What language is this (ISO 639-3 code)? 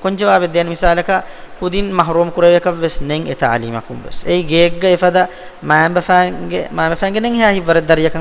div